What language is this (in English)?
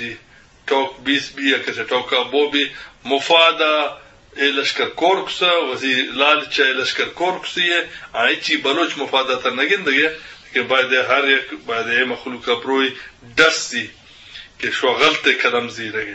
Eastern Balochi